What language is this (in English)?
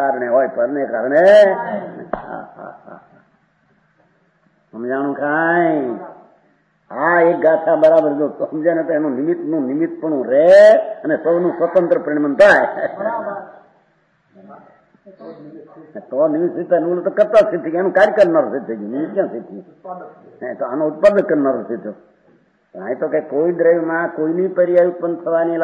Gujarati